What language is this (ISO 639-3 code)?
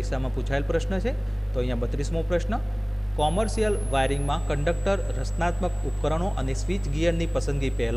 guj